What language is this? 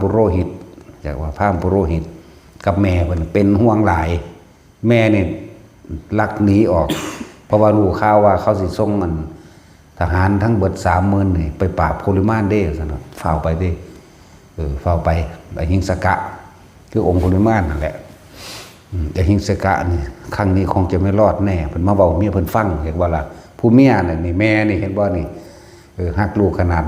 Northeastern Thai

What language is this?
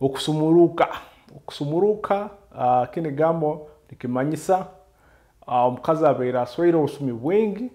Nyoro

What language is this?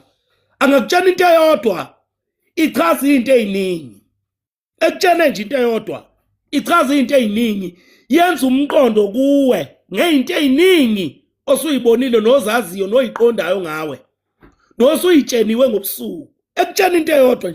Zulu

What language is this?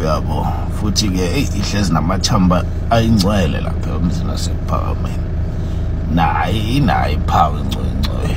Zulu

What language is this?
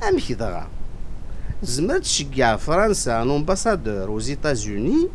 Kabyle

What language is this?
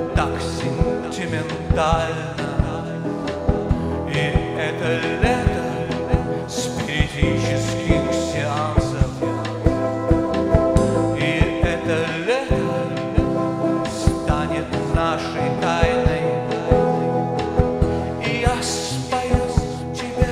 Russian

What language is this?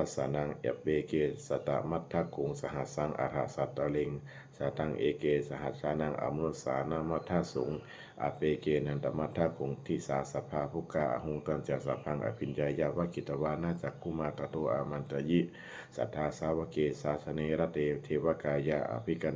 Pali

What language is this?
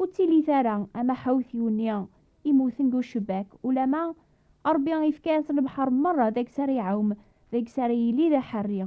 Kabyle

